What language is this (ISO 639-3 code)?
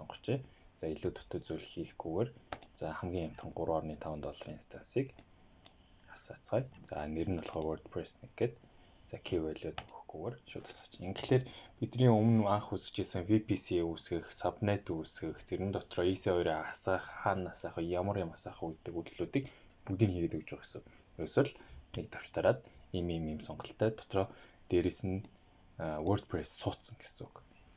mon